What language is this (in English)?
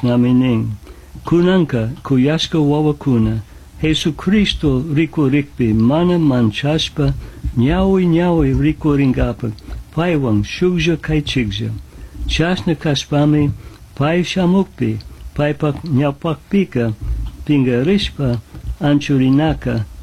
Chimborazo Highland Quichua